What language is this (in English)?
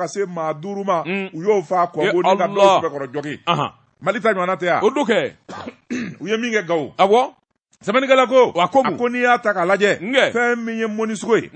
Bambara